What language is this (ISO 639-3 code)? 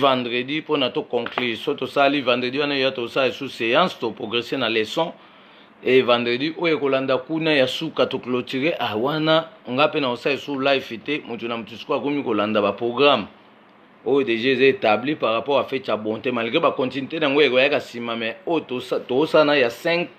lin